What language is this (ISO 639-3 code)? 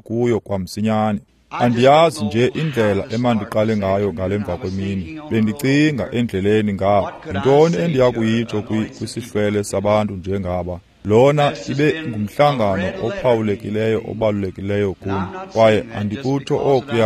xho